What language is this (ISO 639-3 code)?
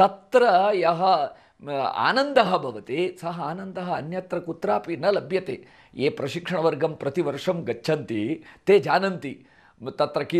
san